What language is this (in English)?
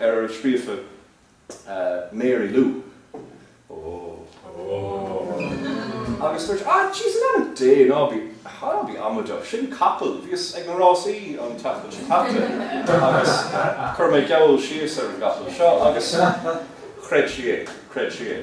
Irish